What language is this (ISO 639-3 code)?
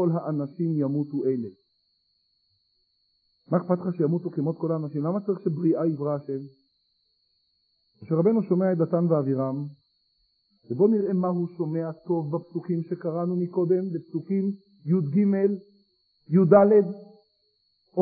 heb